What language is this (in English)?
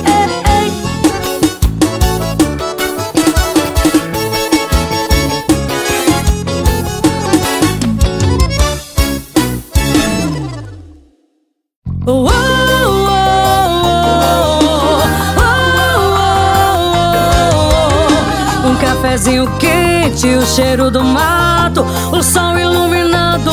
Portuguese